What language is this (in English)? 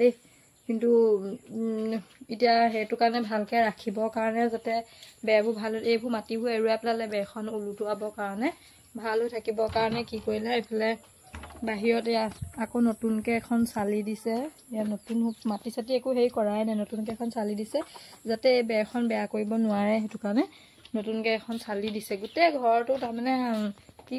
Assamese